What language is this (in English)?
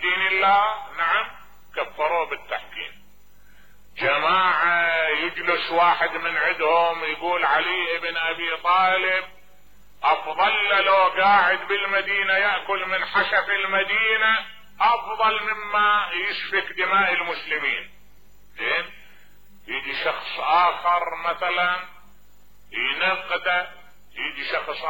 Mesopotamian Arabic